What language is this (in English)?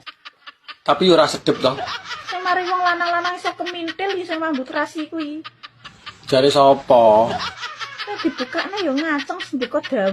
Javanese